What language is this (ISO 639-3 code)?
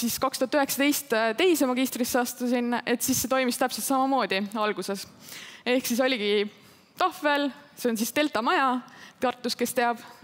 est